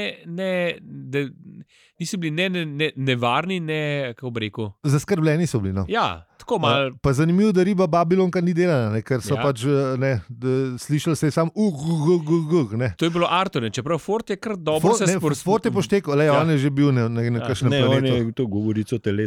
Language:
Slovenian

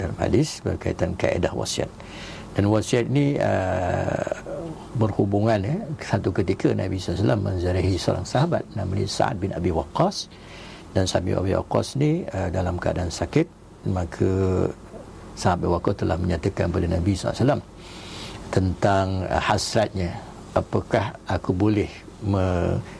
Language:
Malay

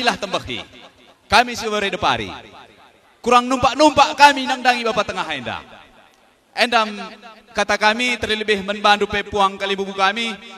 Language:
Batak Karo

